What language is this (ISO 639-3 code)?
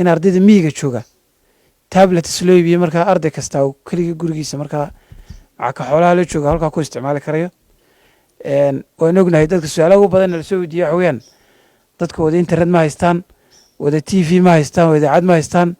som